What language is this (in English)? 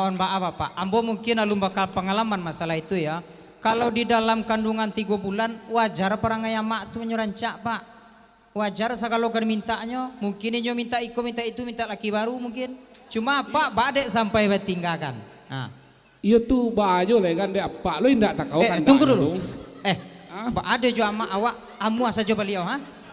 Minangkabau